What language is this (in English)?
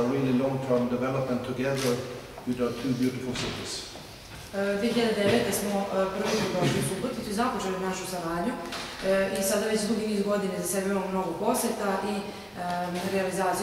Serbian